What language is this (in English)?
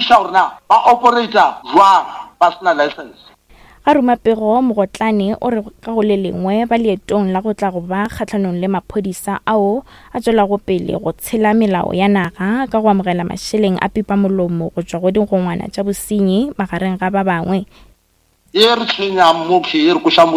Northern Sotho